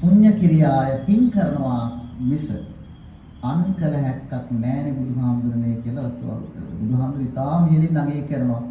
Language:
Sinhala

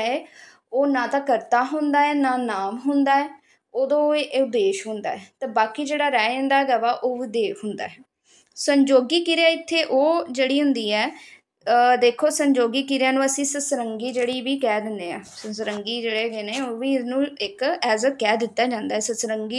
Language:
Punjabi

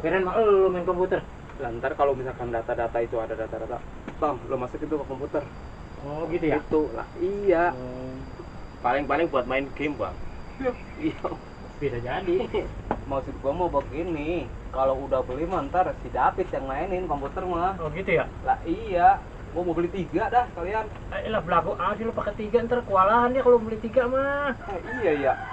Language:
Betawi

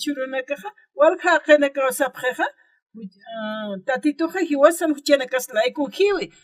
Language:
Aymara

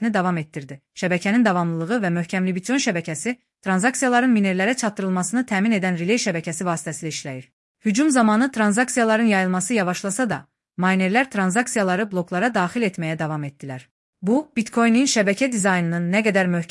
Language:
Azerbaijani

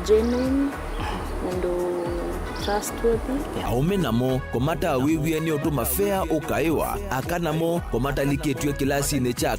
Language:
Kamba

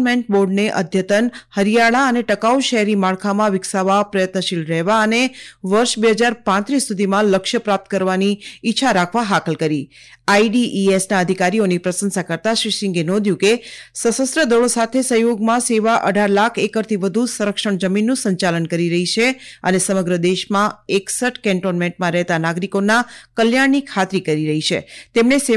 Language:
Gujarati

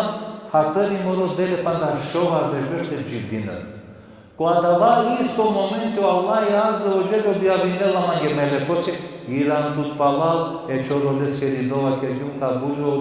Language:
Balkan Romani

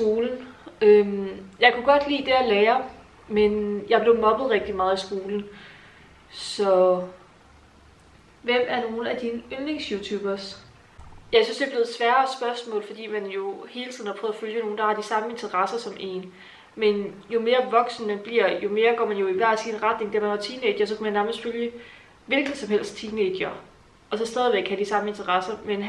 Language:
Danish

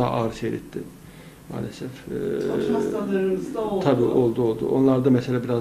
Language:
Turkish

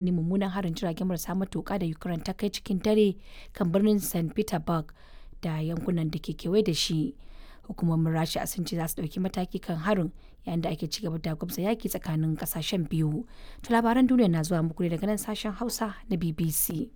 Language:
Hausa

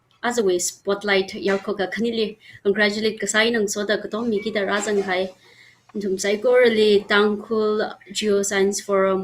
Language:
Tangkhul Naga (India)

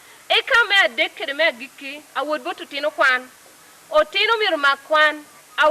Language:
Lango (Uganda)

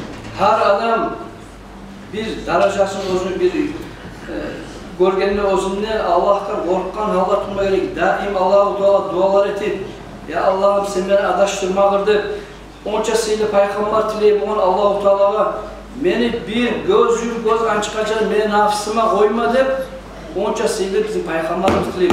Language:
Kumyk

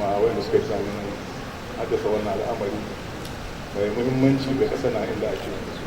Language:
Hausa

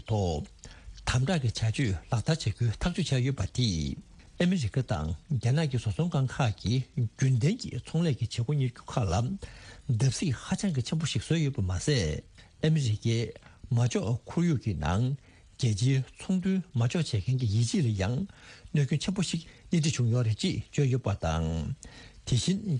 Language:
Tibetan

